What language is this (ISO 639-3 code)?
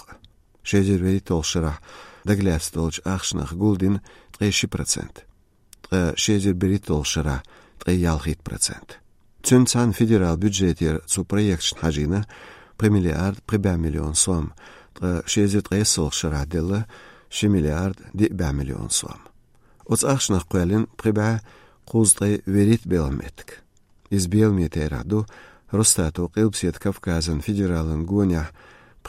che